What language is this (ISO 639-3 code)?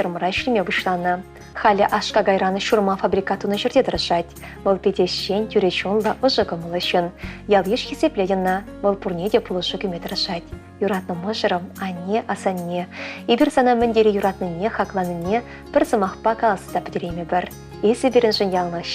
chv